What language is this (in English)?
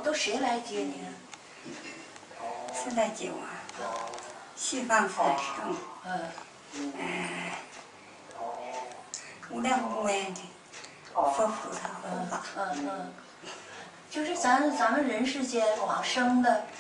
Chinese